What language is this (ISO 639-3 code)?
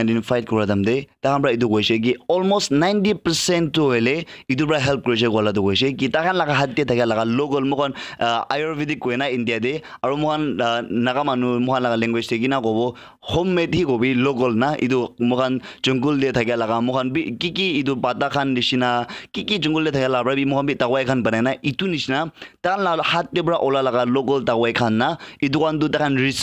nag